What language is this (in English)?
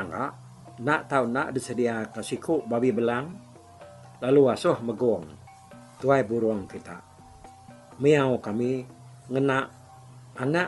Iban